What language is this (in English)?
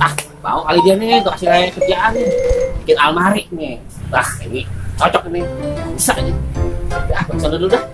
Betawi